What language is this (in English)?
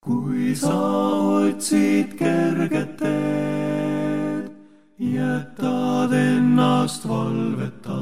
Estonian